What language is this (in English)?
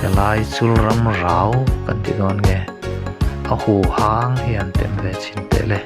Mizo